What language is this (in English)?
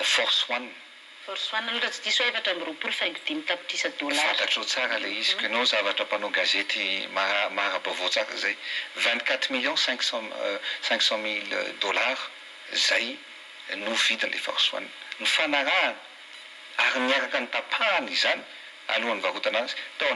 Malagasy